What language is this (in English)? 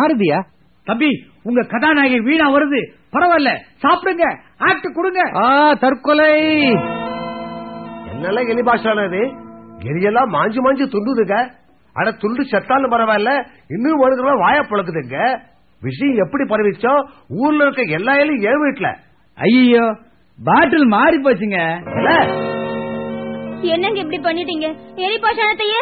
Tamil